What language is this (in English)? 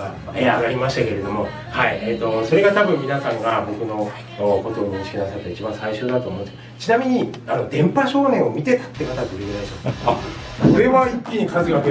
Japanese